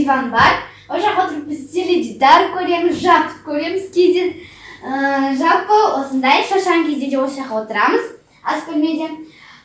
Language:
Kazakh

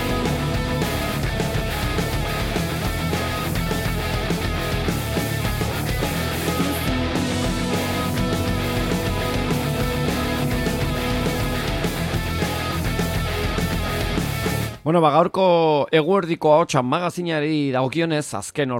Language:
Basque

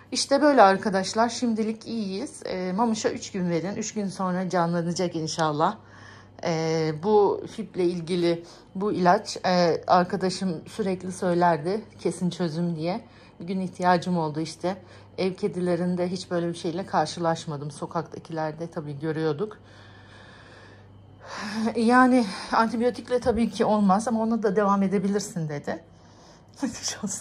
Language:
Turkish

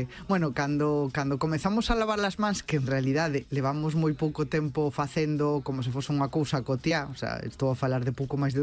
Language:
Galician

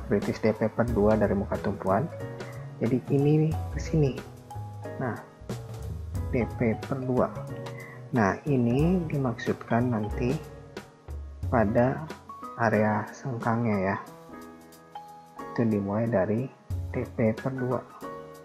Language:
Indonesian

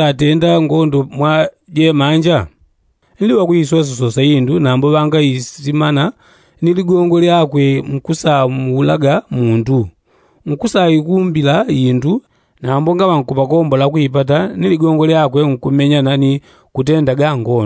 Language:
Yao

